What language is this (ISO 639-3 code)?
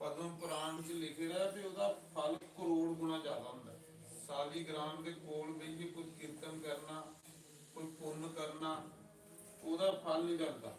doi